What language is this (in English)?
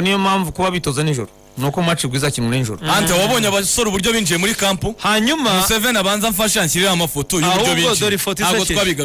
Kinyarwanda